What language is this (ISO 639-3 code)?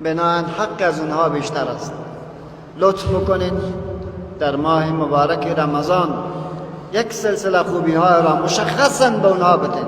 fas